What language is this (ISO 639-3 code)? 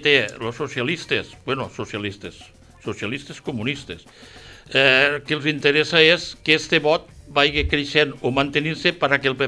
cat